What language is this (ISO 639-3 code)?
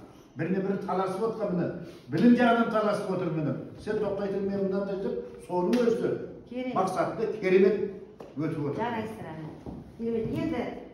kaz